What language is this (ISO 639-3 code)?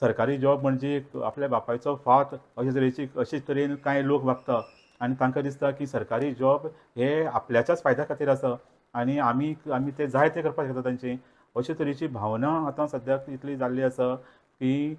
kok